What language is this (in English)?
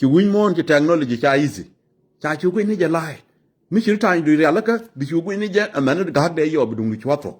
Nuer